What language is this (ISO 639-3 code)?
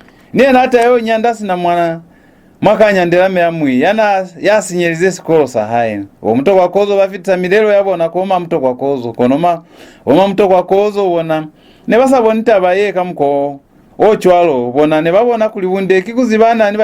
loz